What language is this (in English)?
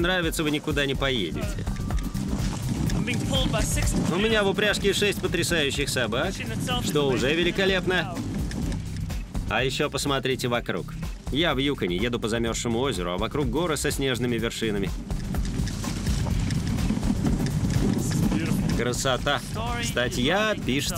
Russian